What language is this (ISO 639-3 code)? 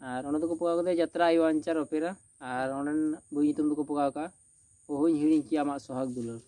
sat